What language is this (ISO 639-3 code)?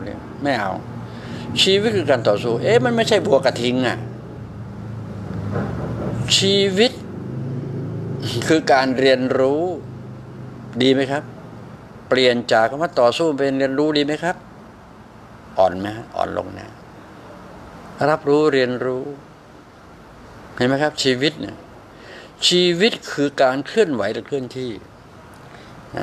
tha